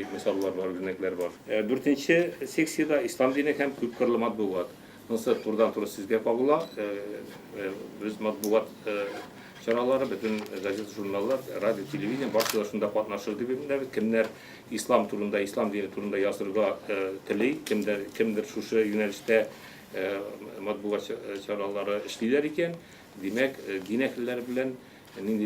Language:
Tatar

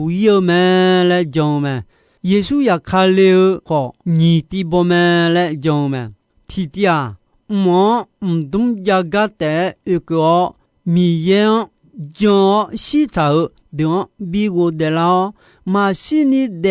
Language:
Akha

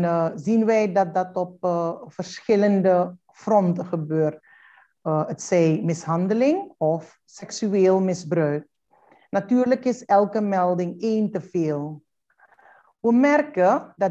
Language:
Dutch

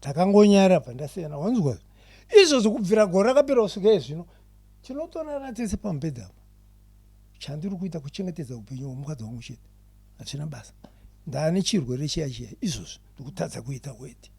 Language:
Shona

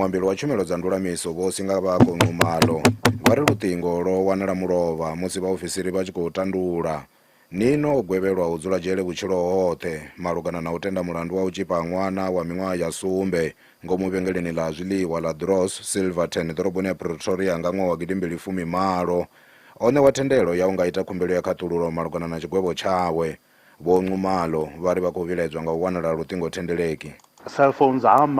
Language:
Venda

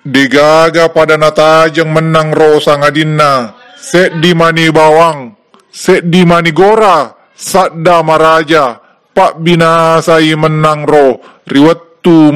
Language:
Buginese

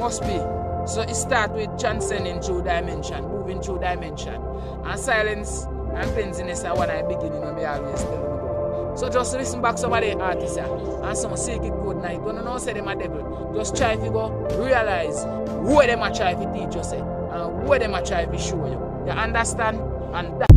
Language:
Jamaican Creole English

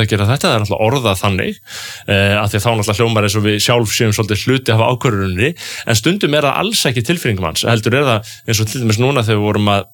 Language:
Icelandic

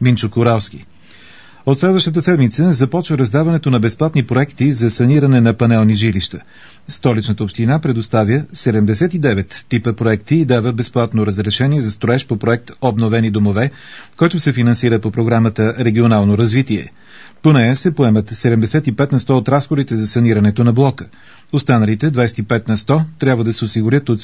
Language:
Bulgarian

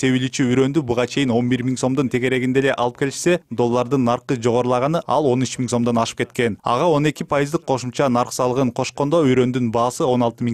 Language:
Kyrgyz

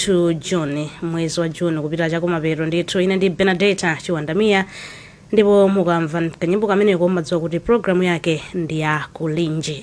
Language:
Nyanja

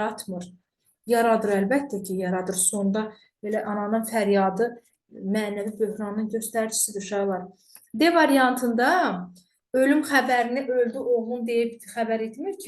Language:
Azerbaijani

